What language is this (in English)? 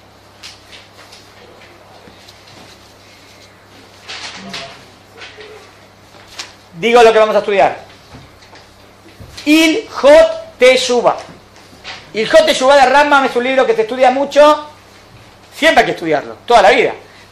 Spanish